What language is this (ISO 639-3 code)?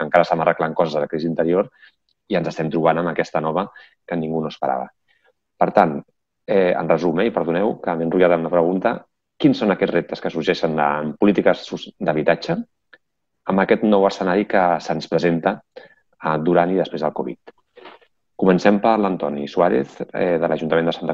cat